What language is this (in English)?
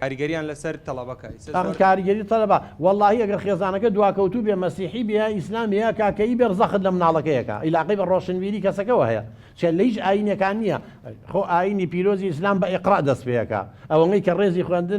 Central Kurdish